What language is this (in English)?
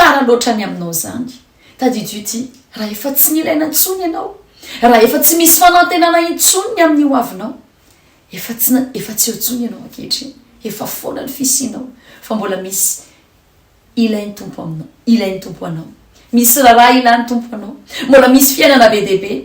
Malagasy